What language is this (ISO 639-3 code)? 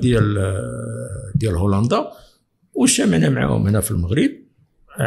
ary